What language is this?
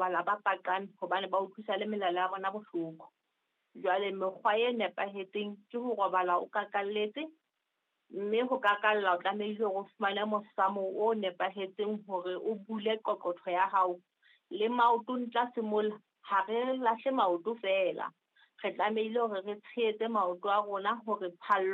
Southern Sotho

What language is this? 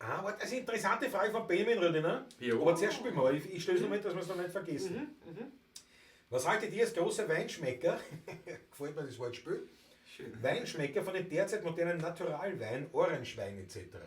Bavarian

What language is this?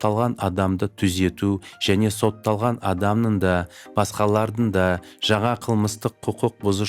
Kazakh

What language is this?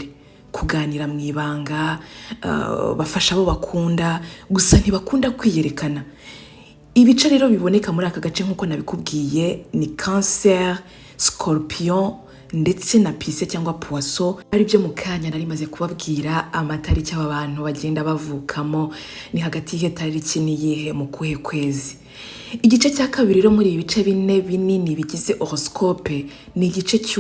Kinyarwanda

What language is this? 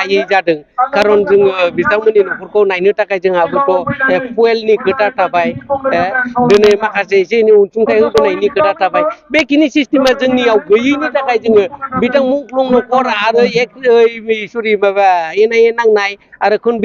Bodo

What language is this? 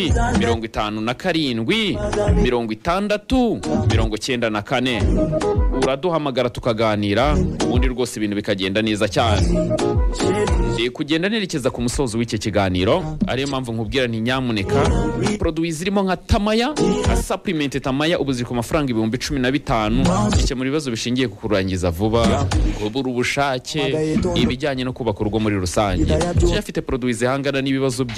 Kinyarwanda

